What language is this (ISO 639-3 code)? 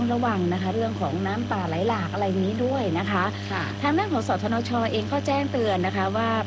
tha